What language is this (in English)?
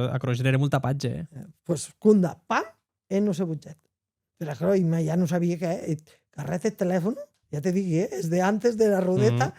Occitan